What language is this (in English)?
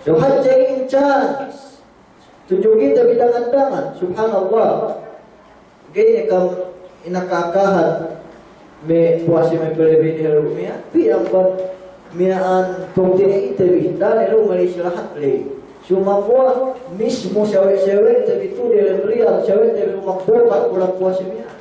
Yakan